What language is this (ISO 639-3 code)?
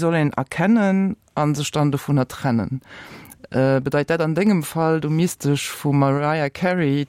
ltz